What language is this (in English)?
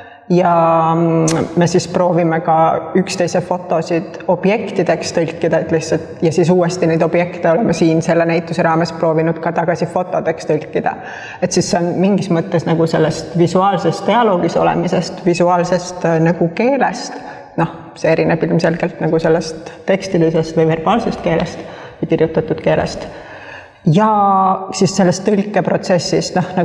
Estonian